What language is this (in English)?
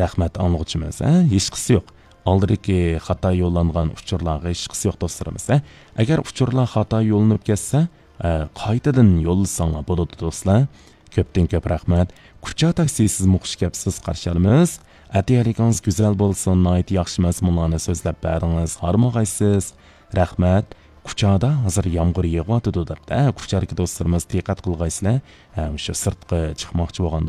Uyghur